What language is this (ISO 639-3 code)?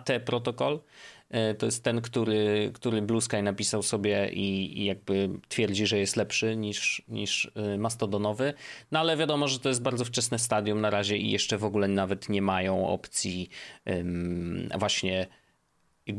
pol